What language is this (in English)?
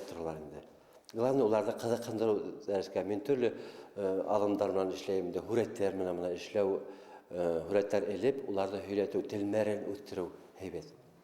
Bashkir